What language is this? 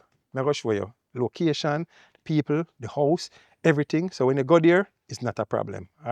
Jamaican Creole English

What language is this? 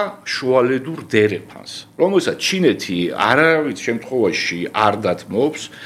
Georgian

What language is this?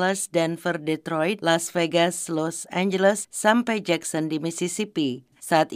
Indonesian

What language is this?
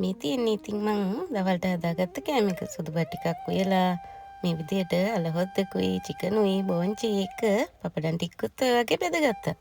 Sinhala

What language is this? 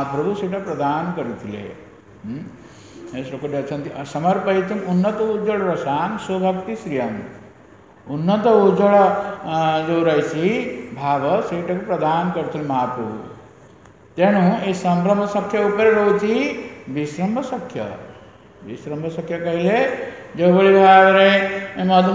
Odia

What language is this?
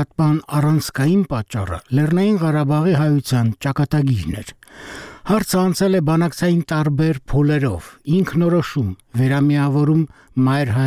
Armenian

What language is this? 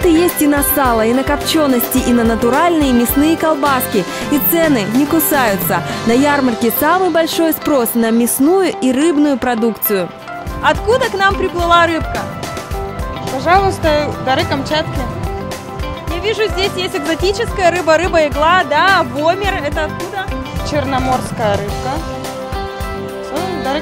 Russian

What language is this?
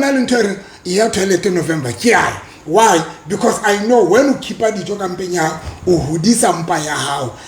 Southern Sotho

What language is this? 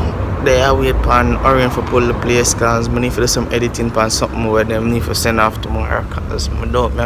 Jamaican Creole English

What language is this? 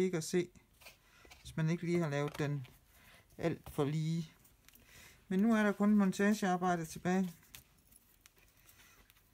Danish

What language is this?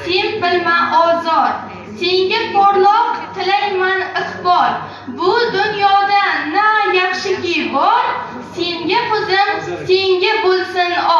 Uzbek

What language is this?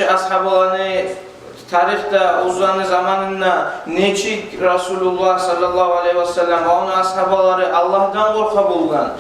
Kumyk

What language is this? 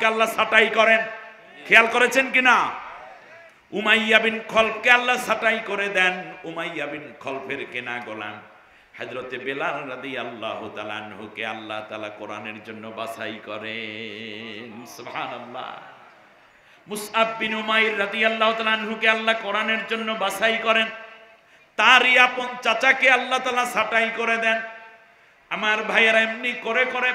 Bangla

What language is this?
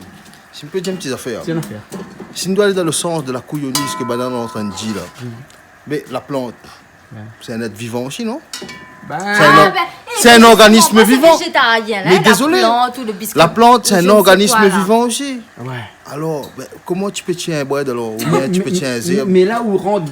Réunion Creole French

